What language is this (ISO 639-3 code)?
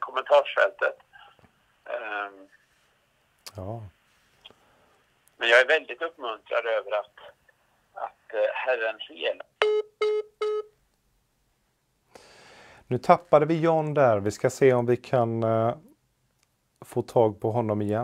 swe